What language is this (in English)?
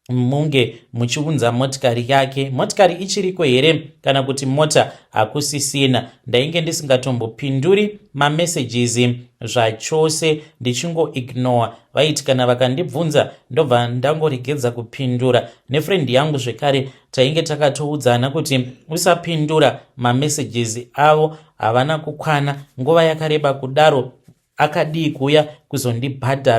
Shona